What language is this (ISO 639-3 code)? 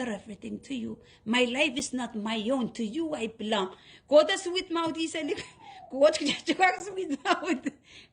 pon